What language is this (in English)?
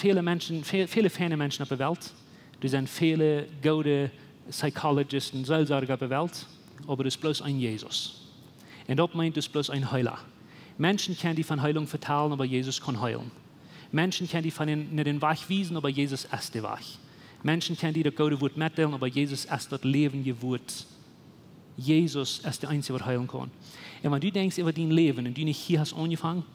Plautdietsch